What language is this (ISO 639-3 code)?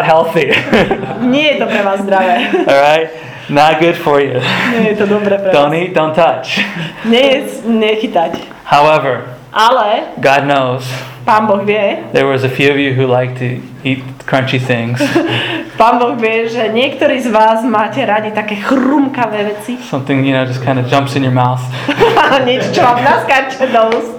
slk